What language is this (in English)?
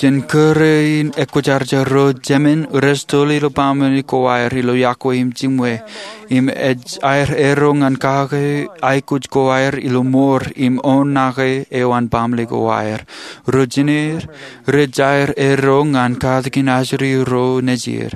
Marshallese